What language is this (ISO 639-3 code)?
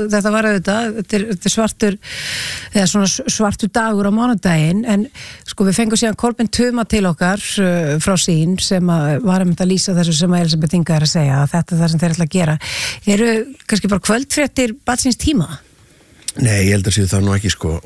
isl